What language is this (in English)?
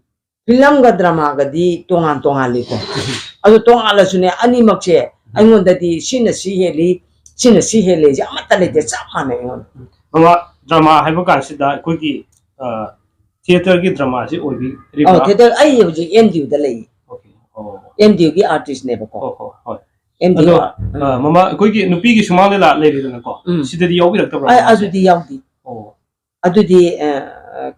Manipuri